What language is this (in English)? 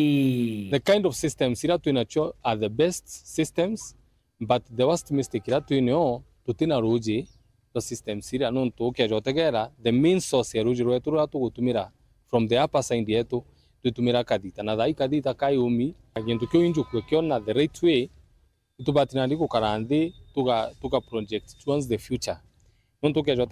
Meru